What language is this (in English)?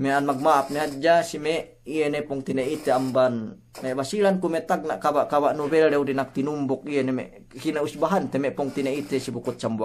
Yakan